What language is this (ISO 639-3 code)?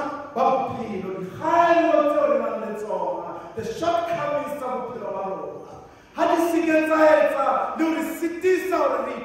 sot